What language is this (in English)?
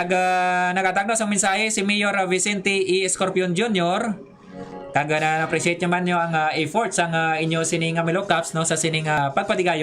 Hiligaynon